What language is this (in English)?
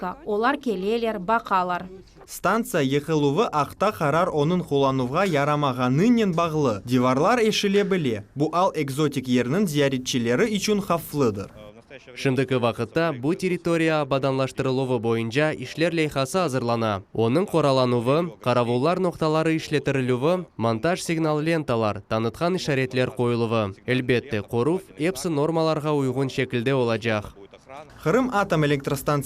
Crimean Tatar